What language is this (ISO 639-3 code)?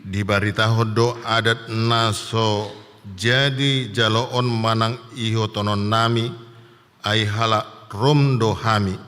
bbc